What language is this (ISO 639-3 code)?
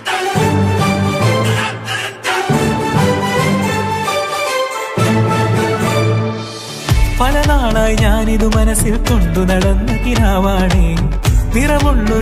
mal